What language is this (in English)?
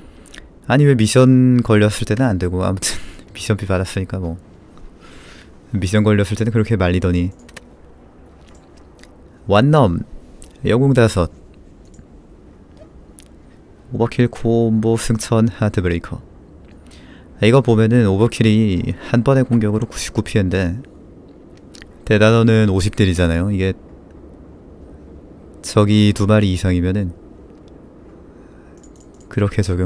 Korean